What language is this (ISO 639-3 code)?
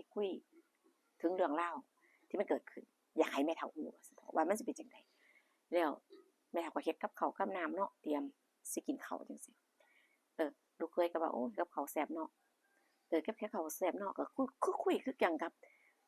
tts